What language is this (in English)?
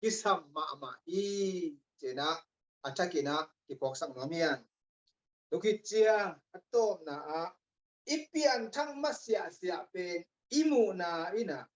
Tedim Chin